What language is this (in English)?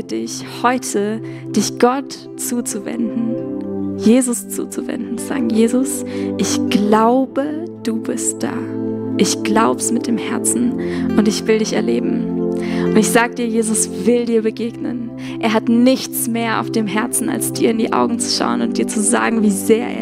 Swiss German